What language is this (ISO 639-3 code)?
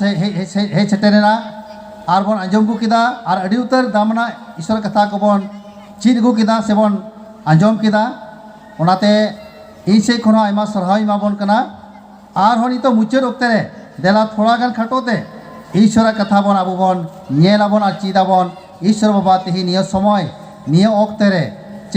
sat